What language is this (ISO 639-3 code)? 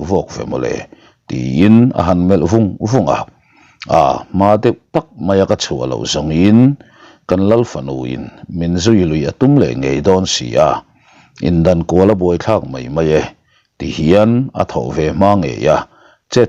lus